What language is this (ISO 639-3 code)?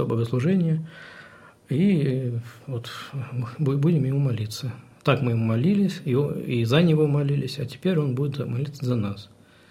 rus